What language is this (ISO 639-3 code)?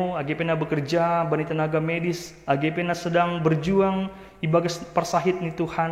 bts